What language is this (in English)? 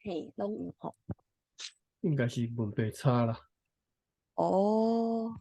Min Nan Chinese